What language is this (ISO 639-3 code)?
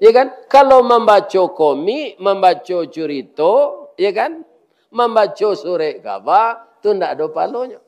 min